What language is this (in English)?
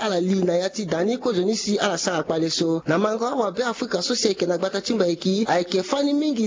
Sango